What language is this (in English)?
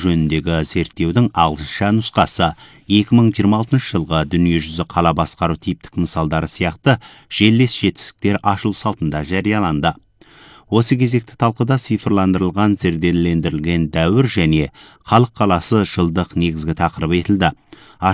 Kazakh